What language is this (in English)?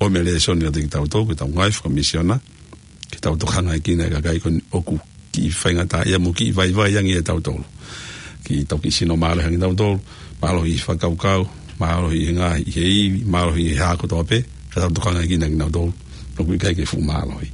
Tongan